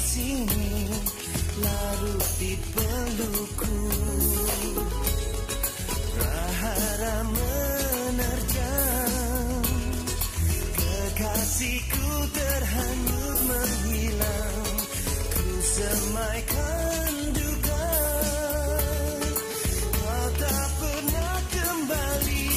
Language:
Indonesian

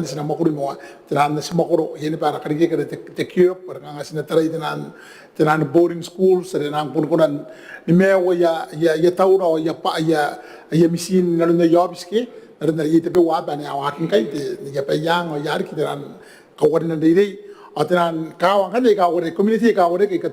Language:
Gilbertese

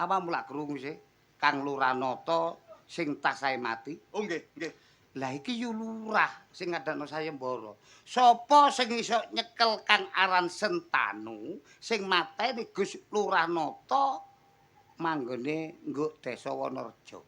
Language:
Javanese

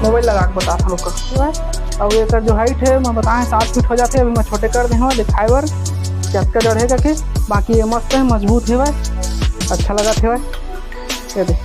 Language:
Chhattisgarhi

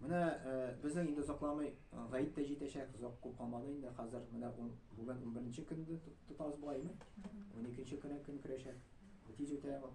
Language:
Tatar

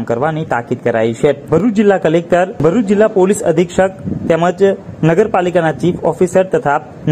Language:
Gujarati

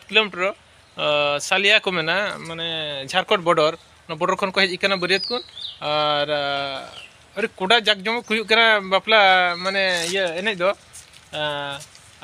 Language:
Santali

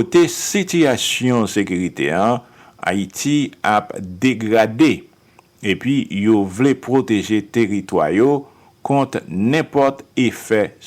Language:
Haitian Creole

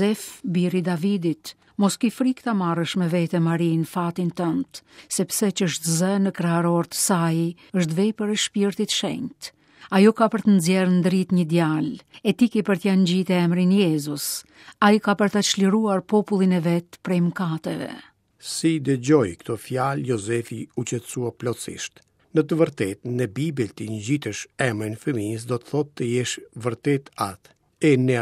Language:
Albanian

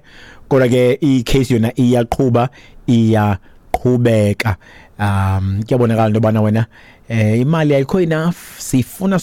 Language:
Xhosa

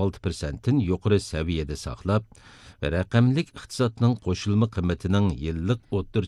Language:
Uyghur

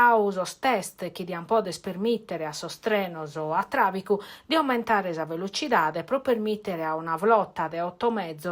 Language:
Sardinian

